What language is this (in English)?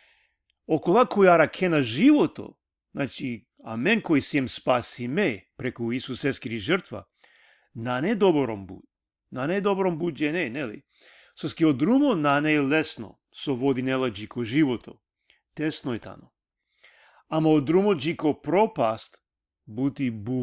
Balkan Romani